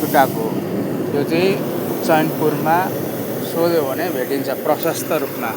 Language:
Nepali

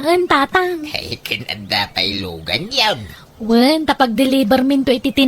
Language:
Iloko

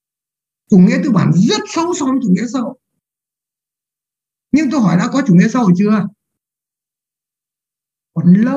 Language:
Vietnamese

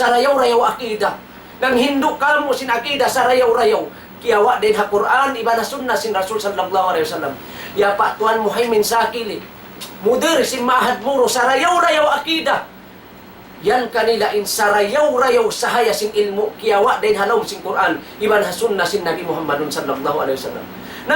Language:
Tausug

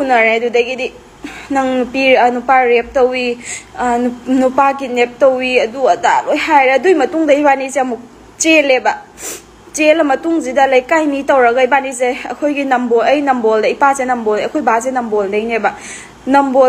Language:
Manipuri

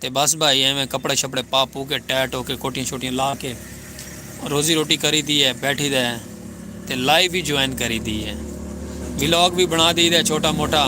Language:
Saraiki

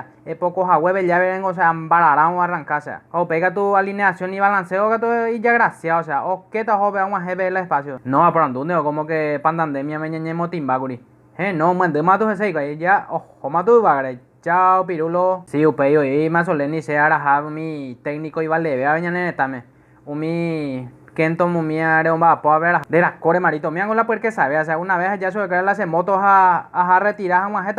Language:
Guarani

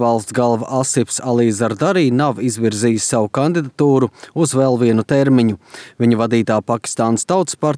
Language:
Latvian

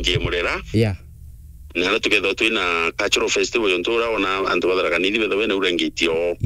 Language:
Meru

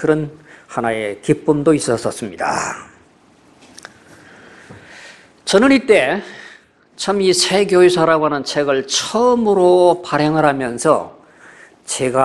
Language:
Korean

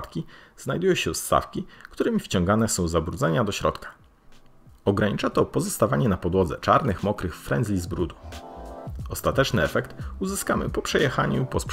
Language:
Polish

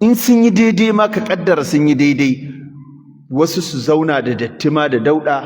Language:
Hausa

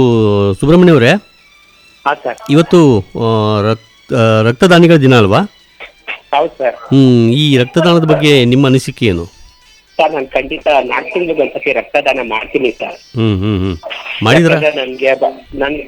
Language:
Kannada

